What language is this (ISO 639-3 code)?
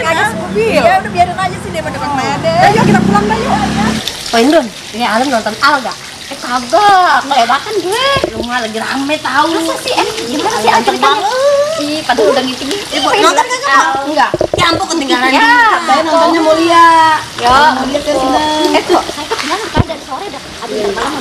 bew